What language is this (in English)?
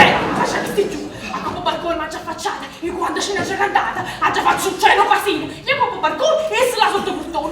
Neapolitan